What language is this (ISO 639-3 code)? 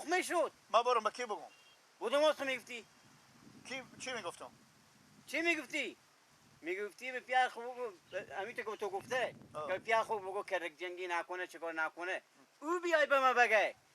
fas